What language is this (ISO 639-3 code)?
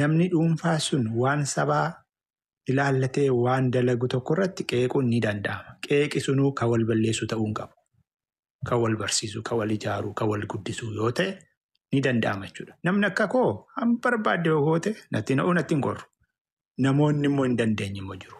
orm